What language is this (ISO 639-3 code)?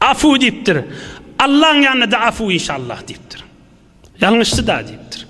tuk